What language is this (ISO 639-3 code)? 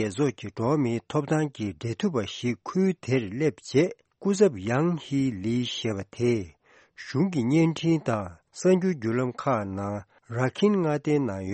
bod